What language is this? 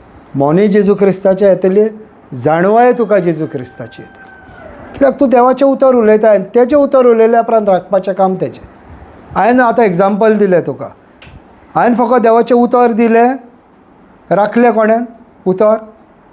Konkani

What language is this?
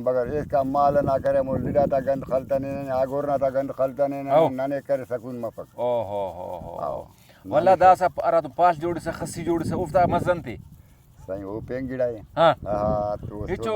Brahui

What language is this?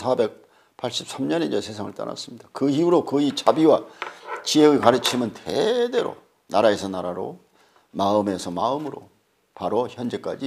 Korean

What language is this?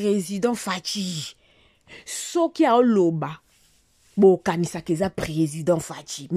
Lingala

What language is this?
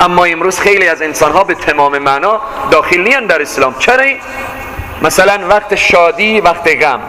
Persian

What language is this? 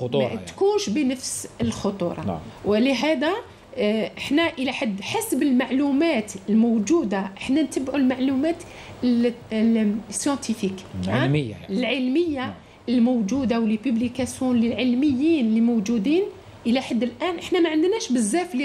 Algerian Arabic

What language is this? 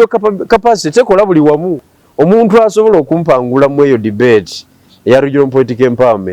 Ganda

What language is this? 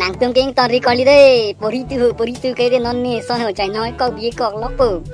Karbi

